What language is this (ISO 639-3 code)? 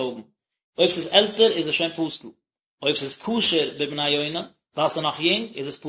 yid